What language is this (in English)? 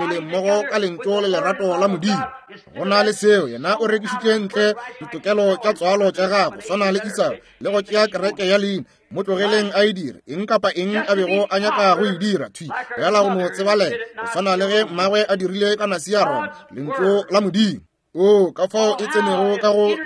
Northern Sotho